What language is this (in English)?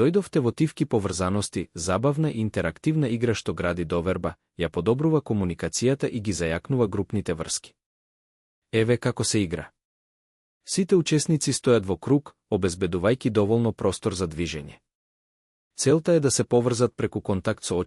Macedonian